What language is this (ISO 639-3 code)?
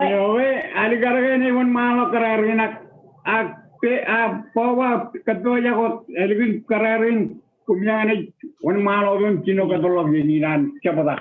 mah